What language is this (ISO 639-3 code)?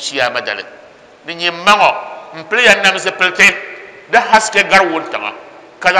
dag